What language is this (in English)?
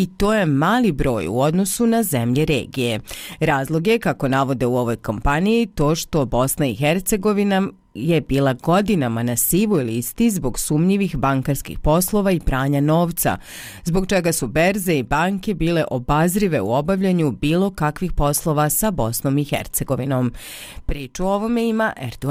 Bosnian